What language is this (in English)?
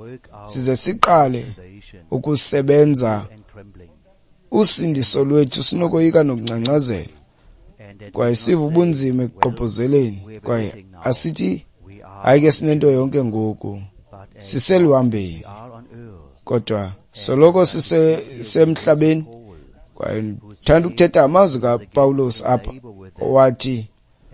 Xhosa